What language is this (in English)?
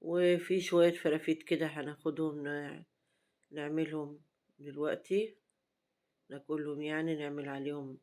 Egyptian Arabic